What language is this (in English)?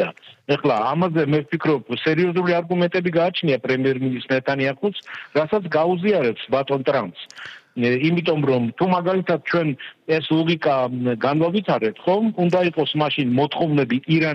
Georgian